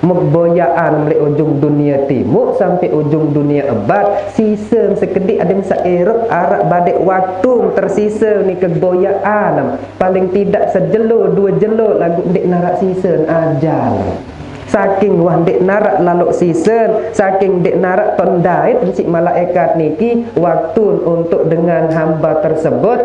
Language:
Sasak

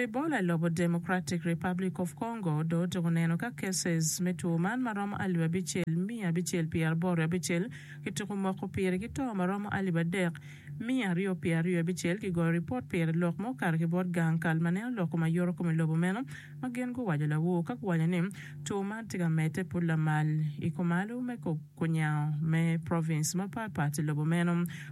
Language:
Acoli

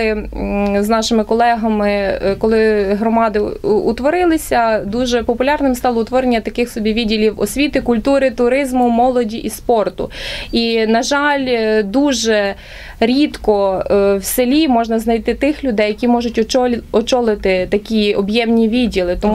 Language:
Ukrainian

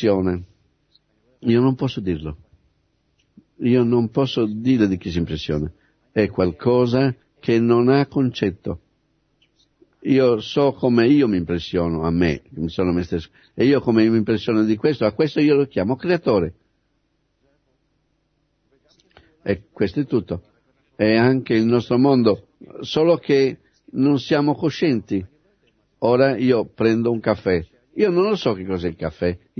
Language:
Italian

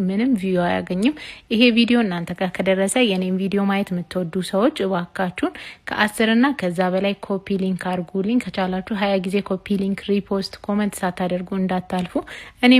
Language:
Amharic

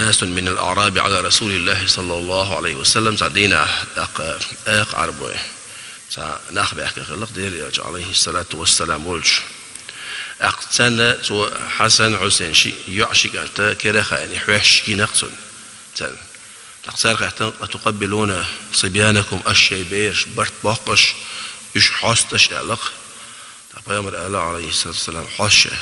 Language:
Chechen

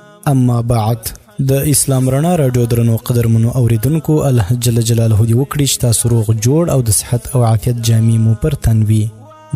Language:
Pashto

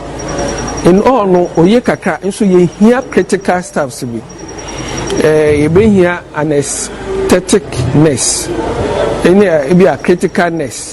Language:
Akan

